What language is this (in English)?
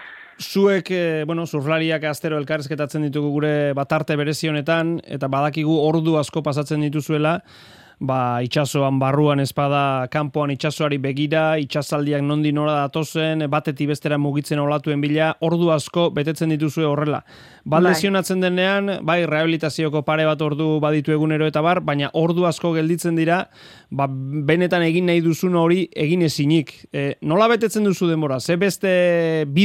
Basque